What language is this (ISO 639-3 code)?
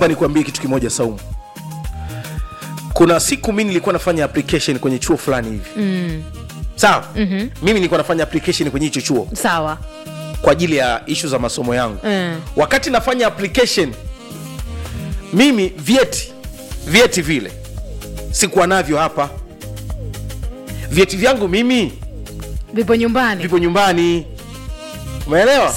swa